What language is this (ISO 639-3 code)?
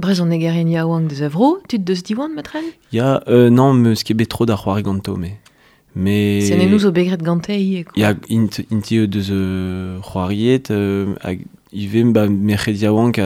bre